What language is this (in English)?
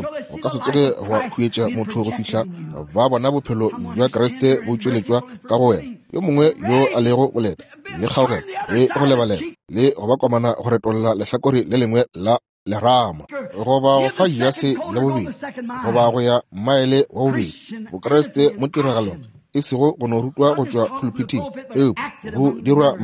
Northern Sotho